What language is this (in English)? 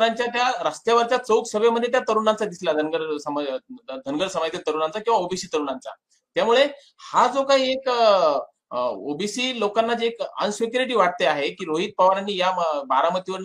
Marathi